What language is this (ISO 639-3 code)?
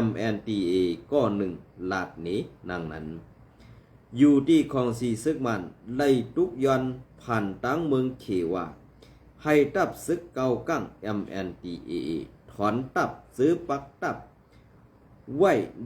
shn